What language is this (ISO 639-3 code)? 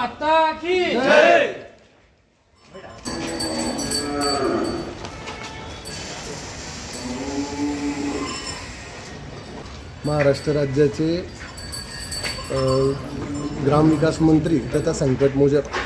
mar